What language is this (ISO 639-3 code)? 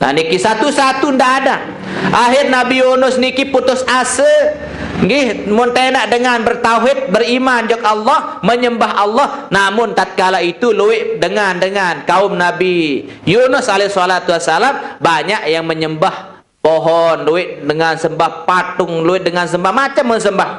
sas